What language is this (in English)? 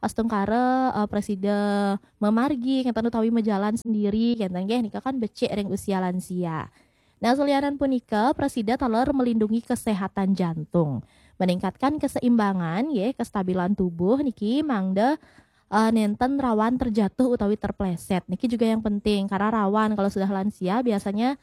Balinese